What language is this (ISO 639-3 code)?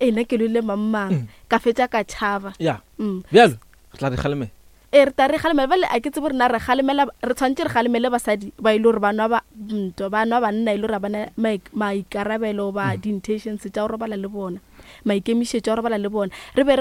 nso